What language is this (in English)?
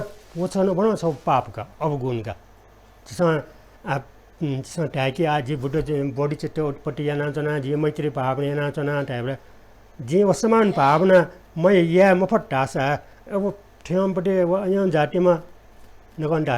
Newari